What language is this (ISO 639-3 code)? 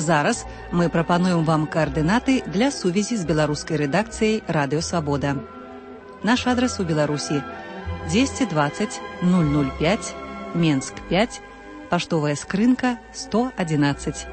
bel